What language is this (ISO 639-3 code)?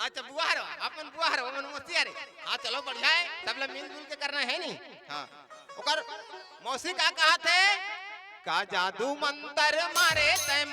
hne